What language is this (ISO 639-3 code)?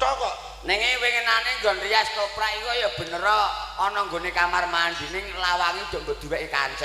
jav